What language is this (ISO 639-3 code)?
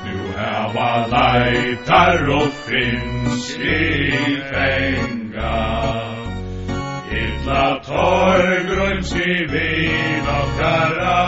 fao